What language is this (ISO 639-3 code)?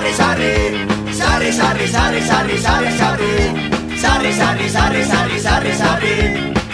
eus